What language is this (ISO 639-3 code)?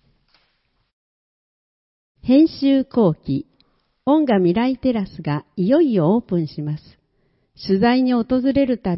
jpn